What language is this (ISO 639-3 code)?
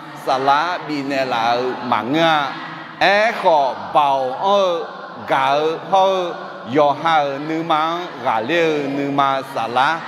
ahk